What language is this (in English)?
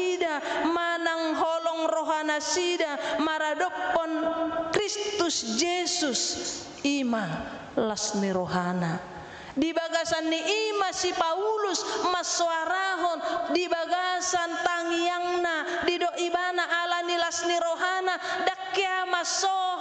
Batak Toba